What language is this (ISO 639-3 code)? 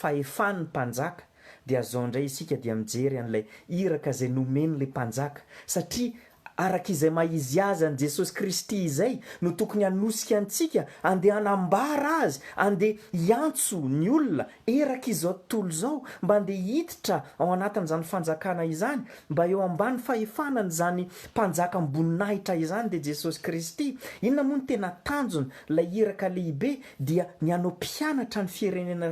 mlg